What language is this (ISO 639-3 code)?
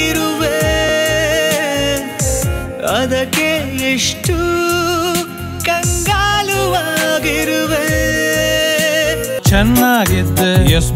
kan